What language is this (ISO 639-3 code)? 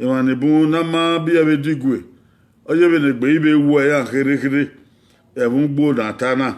bin